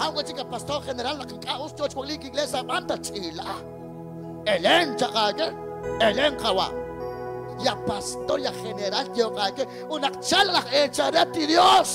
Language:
Kekchí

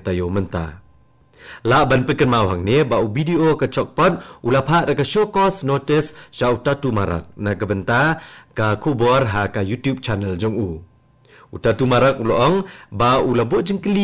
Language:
Khasi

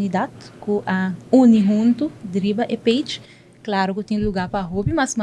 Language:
Papiamento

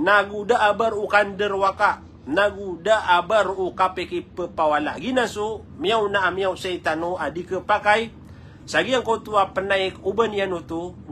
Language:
Maranao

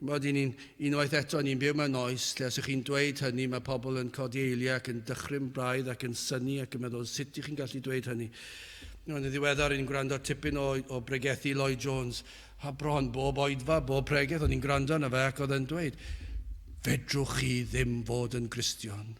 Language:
Welsh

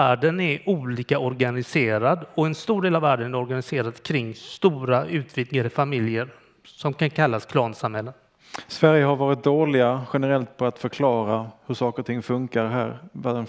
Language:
Swedish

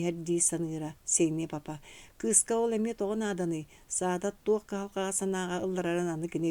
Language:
Yakut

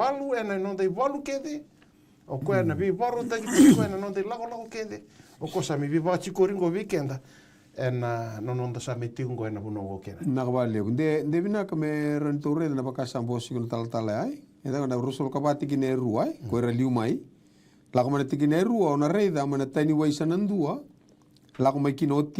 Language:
Fijian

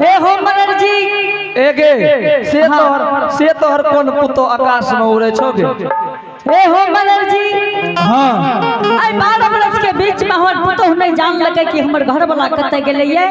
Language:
Angika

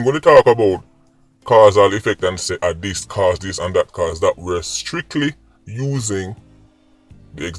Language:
Jamaican Creole English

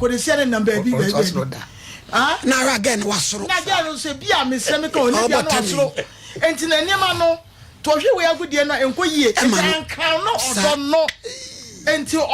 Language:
Akan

